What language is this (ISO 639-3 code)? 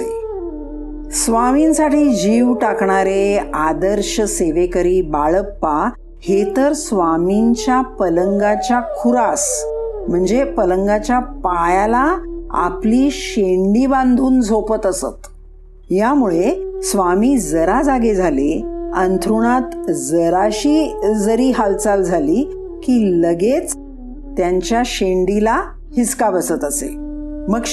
mar